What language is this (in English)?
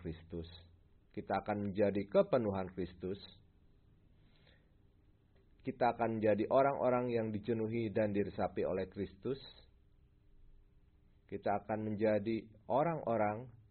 Indonesian